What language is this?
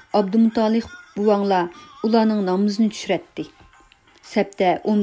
Uyghur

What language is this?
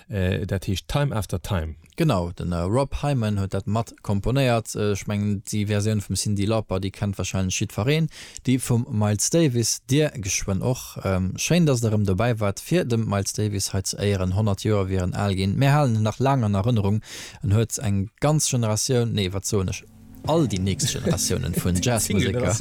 Luxembourgish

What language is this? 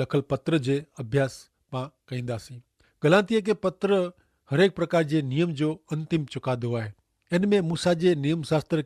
Kachhi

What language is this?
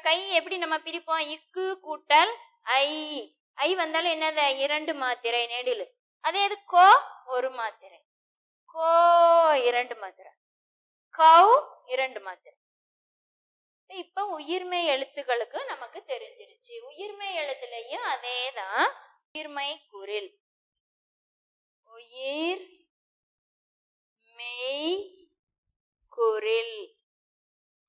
Tamil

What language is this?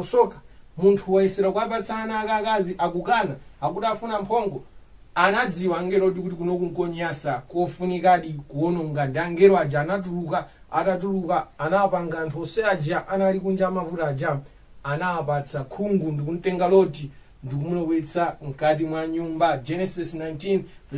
Nyanja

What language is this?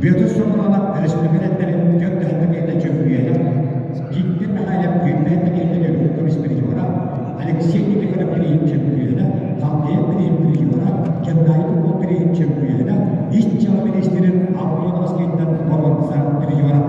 Yakut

